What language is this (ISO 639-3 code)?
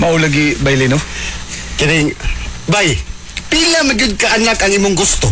ceb